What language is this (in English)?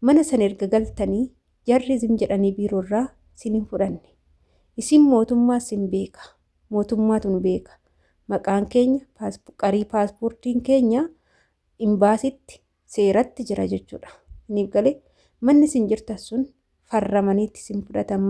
Oromo